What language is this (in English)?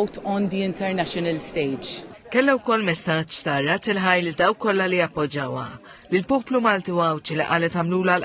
Maltese